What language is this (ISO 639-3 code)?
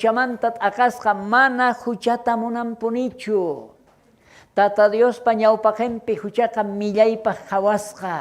quh